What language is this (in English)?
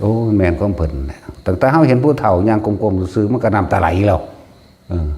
Northeastern Thai